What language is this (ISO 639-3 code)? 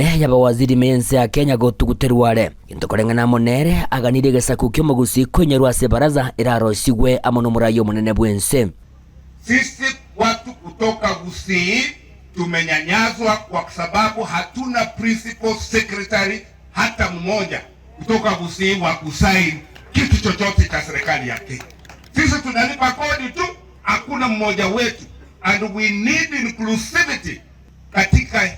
guz